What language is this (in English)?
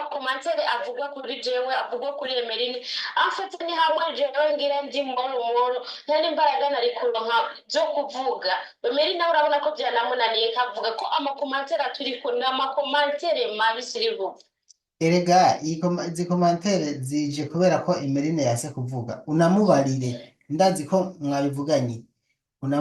Rundi